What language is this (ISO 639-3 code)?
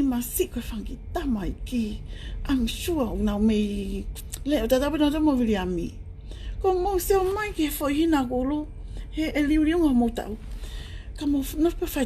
ton